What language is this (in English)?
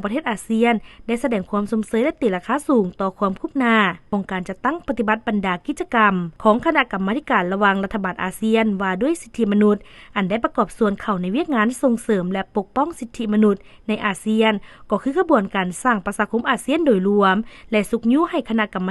Lao